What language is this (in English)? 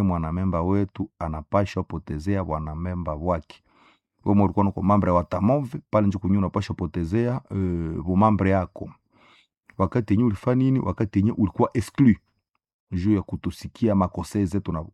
Swahili